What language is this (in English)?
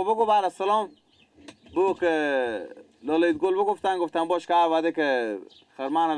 Persian